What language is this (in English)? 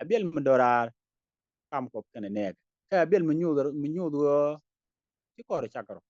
Nuer